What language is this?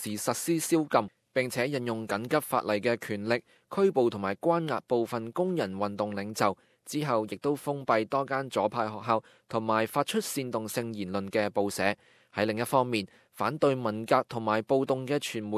Cantonese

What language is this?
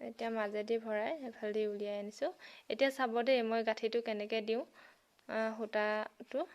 Assamese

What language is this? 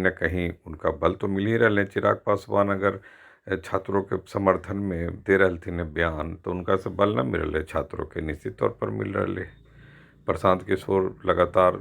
Magahi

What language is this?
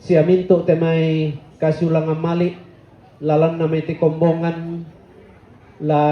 Toraja-Sa'dan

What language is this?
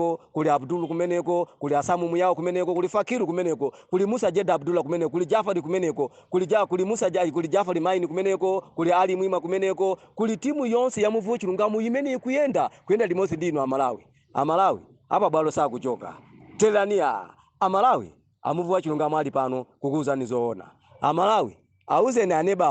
Nyanja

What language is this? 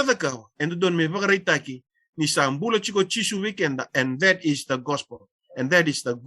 Fijian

